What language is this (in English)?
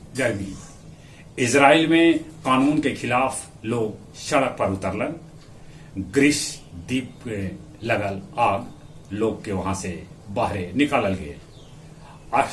Magahi